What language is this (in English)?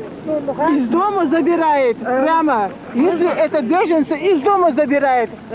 Russian